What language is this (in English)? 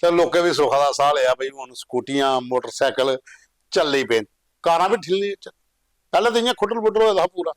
Dogri